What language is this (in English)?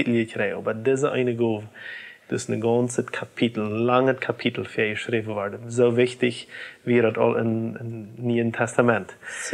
Plautdietsch